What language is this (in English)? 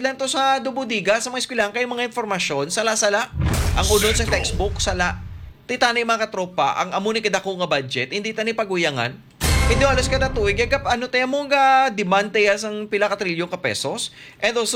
Hiligaynon